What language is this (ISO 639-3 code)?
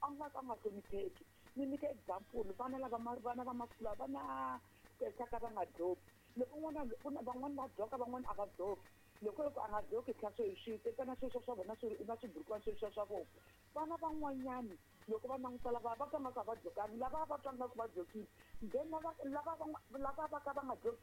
tso